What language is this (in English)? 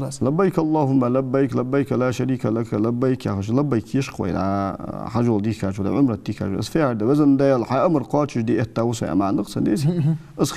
Ingush